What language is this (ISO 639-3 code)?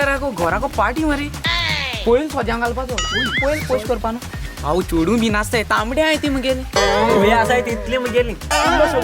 kok